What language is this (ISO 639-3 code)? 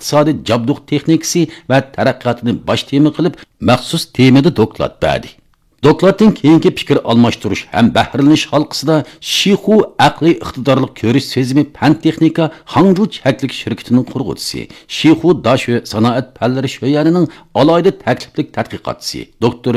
uig